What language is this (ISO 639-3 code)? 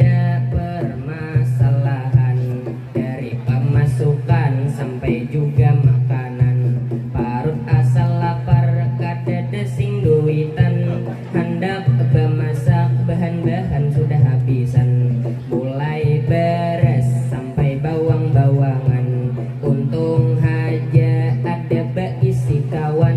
bjn